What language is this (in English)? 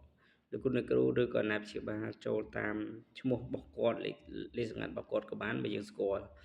Khmer